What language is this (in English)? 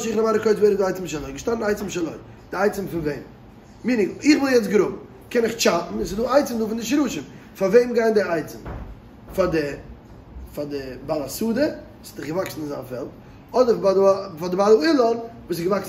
Yiddish